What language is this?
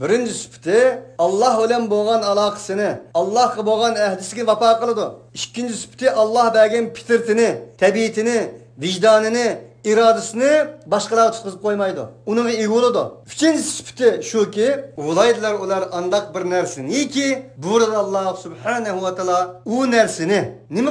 Uyghur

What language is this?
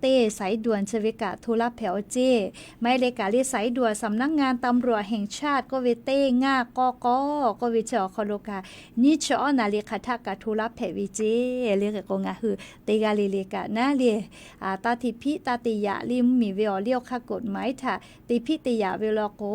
Lahu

